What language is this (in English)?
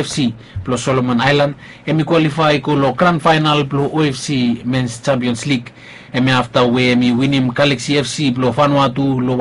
Bislama